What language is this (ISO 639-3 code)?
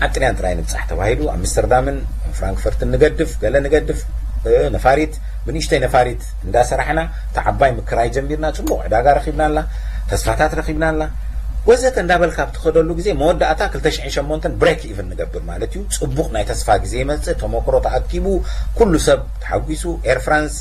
tir